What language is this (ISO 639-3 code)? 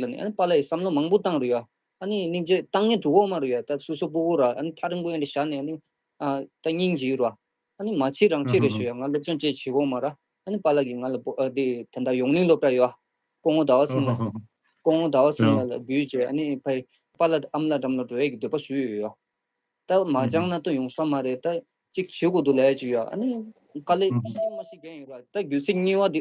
bod